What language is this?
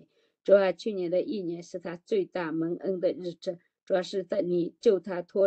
Chinese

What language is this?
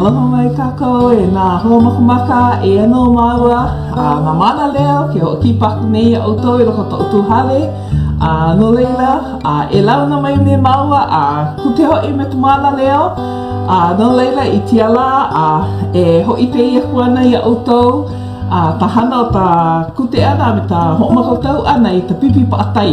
Hawaiian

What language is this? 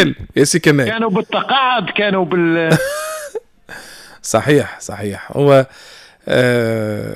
Tunisian Arabic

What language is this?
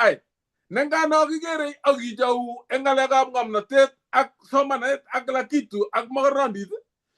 Kalenjin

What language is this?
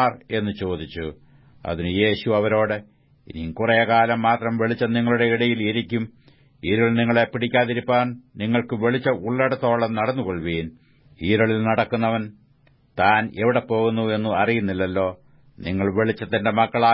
Malayalam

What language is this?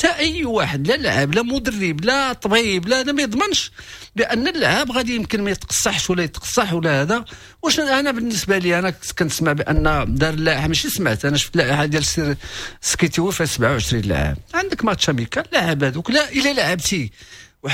Moroccan Arabic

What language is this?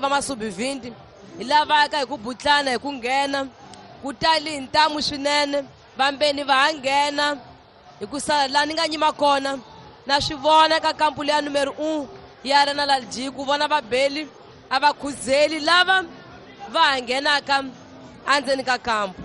Tsonga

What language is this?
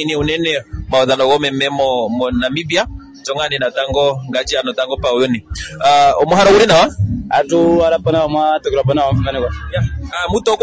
Kuanyama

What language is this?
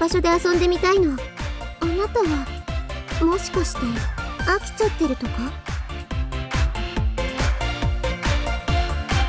Japanese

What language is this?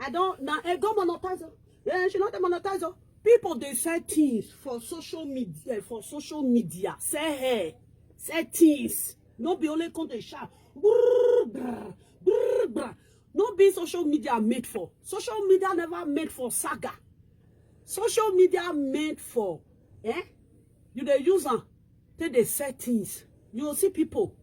Nigerian Pidgin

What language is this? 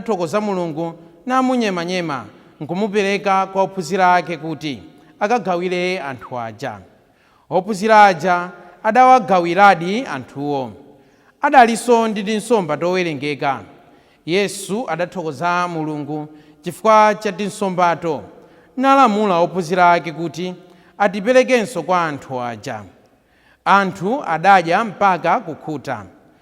Nyanja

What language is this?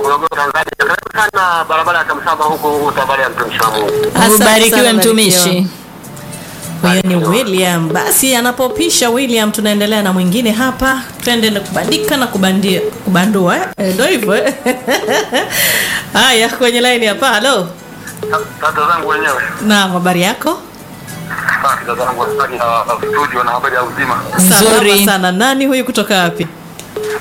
Swahili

